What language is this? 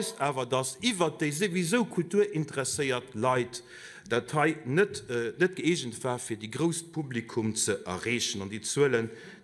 Luxembourgish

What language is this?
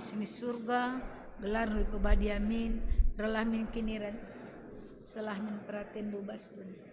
Batak Karo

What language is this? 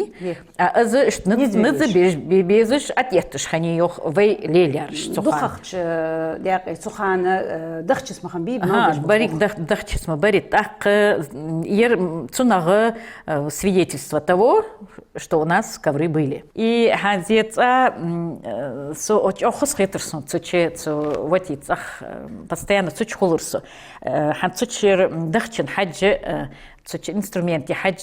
Ingush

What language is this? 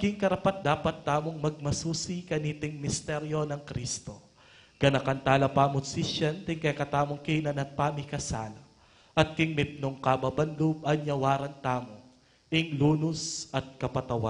Pampanga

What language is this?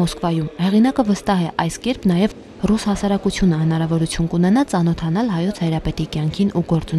Armenian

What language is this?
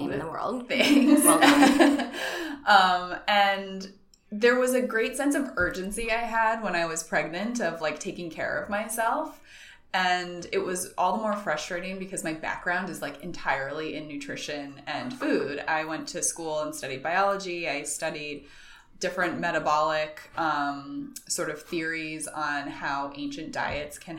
English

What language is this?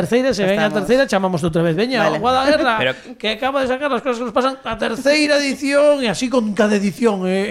Galician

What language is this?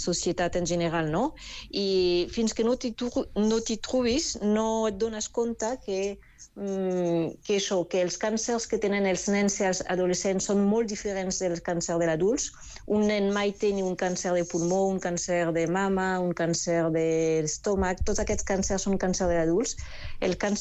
Catalan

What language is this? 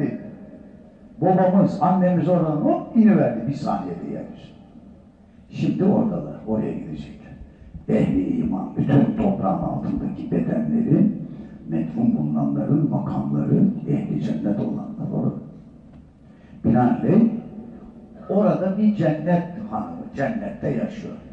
Turkish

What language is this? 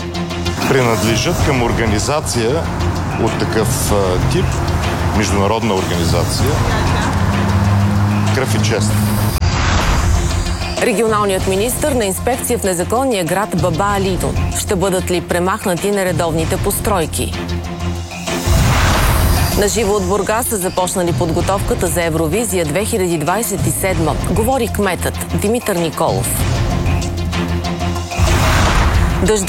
Bulgarian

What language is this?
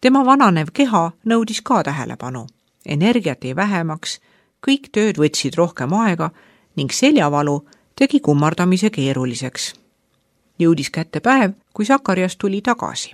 Estonian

